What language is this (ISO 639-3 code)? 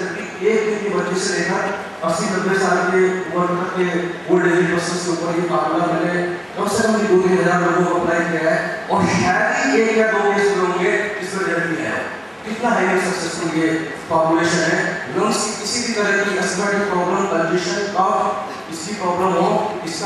hin